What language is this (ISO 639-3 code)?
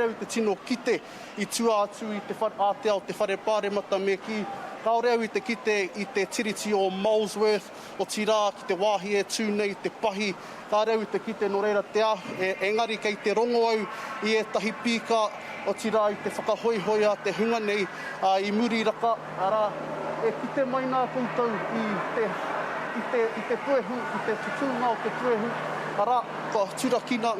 mri